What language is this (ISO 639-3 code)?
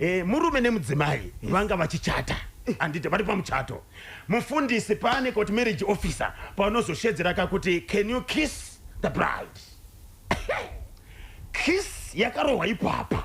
sna